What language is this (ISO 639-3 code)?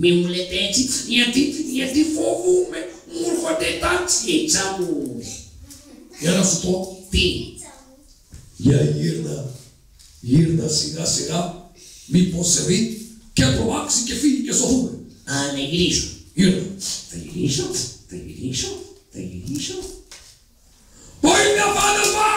ell